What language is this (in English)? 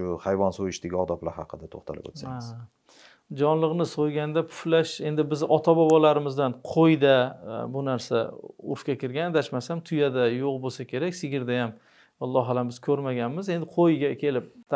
Uzbek